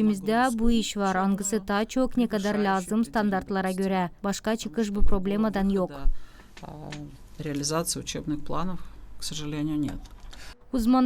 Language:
Gagauz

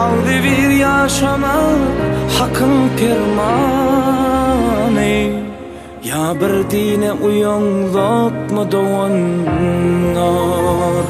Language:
Turkmen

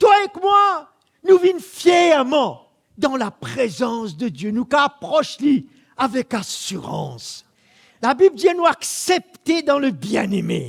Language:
Morisyen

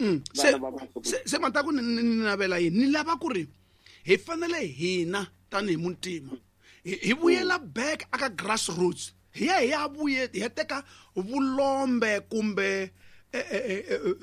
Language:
Tsonga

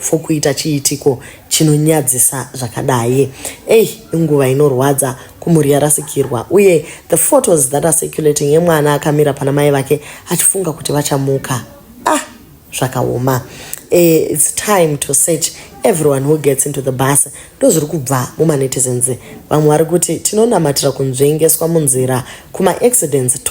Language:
Shona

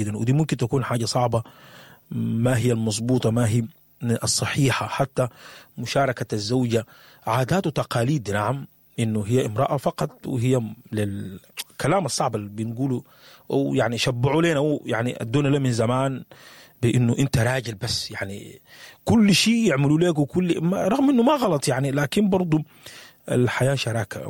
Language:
Sudanese Arabic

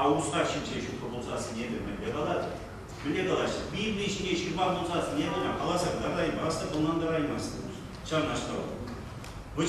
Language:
Chuvash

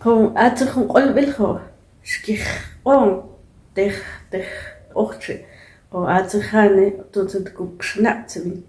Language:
Mam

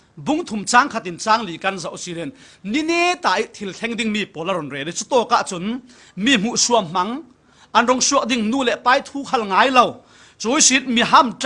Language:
Falam Chin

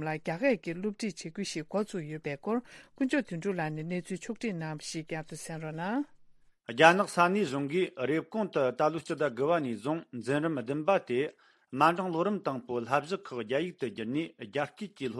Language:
Tibetan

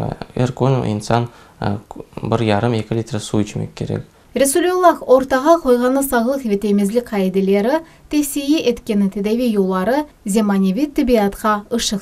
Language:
Crimean Tatar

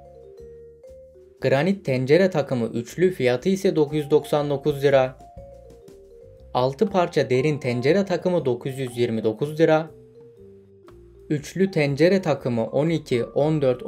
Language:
Turkish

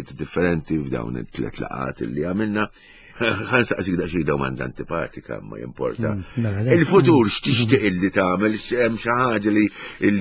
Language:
Maltese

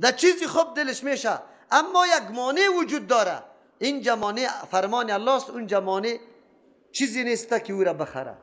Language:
Persian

